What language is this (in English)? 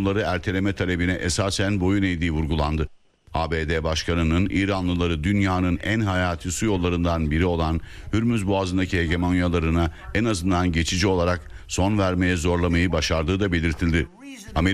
Turkish